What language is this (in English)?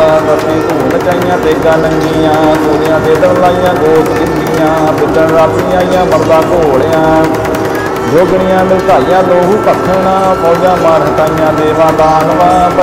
Punjabi